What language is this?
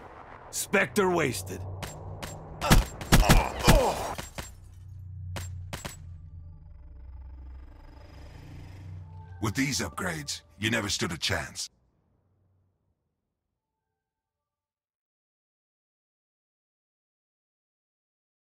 English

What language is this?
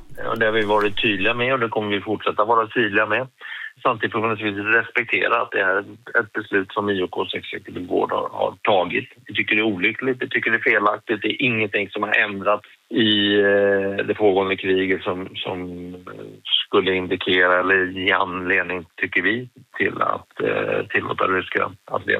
Swedish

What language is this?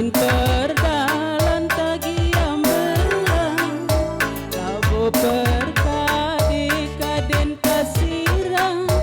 Batak Karo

